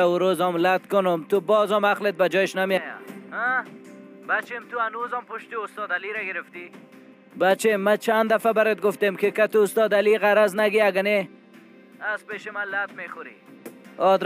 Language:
Persian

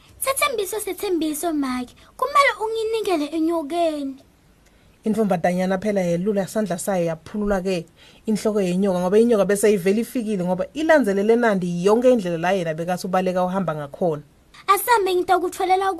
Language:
Swati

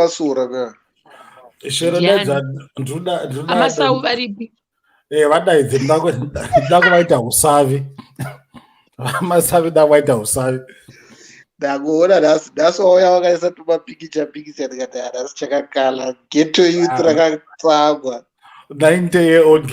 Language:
Shona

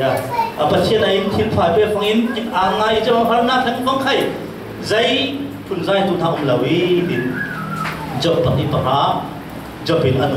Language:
Falam Chin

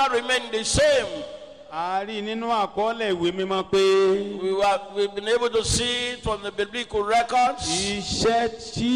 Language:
Yoruba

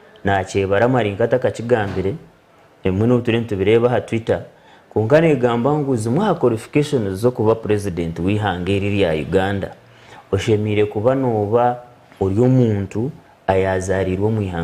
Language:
Nyankole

